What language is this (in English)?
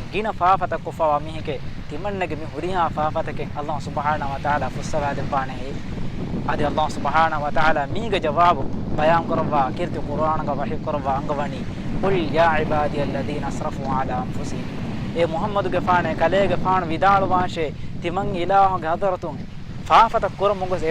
Divehi